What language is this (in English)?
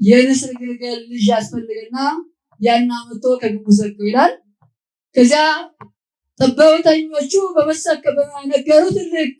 Amharic